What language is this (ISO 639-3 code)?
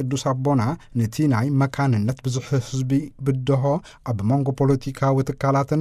tir